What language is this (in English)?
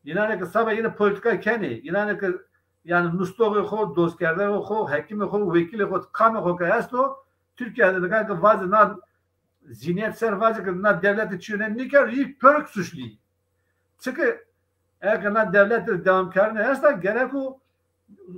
Zaza